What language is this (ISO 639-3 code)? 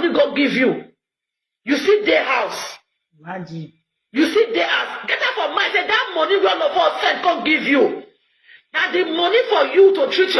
pcm